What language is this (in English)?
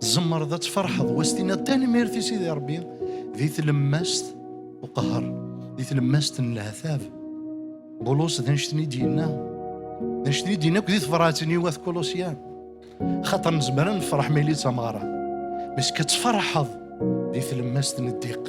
Kabyle